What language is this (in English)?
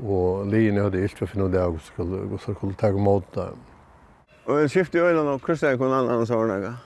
Faroese